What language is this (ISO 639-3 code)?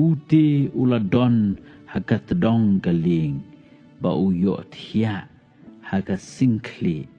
kha